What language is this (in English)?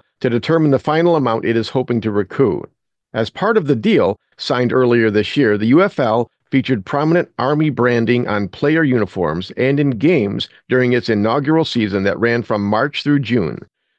English